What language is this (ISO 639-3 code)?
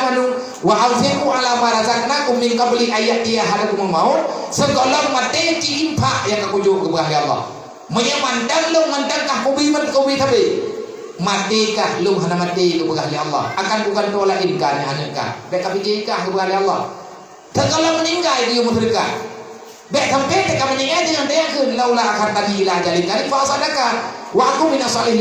ace